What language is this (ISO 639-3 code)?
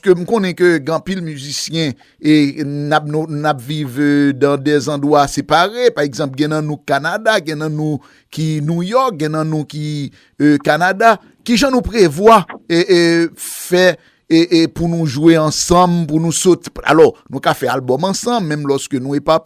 hat